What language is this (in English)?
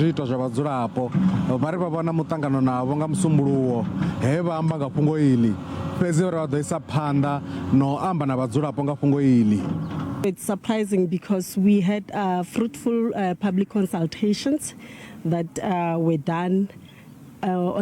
Venda